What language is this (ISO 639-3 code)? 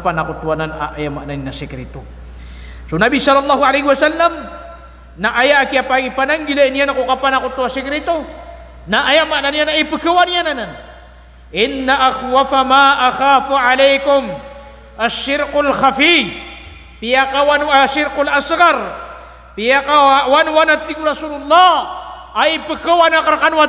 mrw